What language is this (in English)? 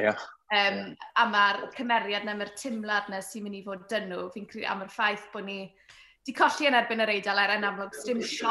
Welsh